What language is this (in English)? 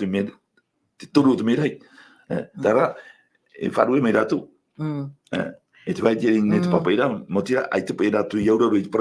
Tahitian